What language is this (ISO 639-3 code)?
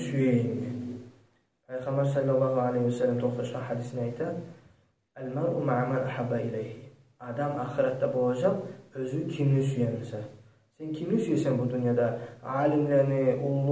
kum